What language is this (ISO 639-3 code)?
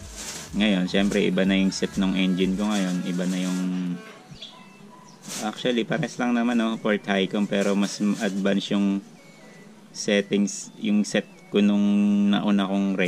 fil